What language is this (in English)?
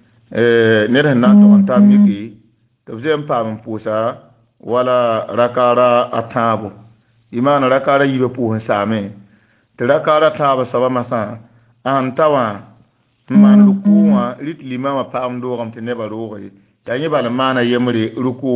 Mossi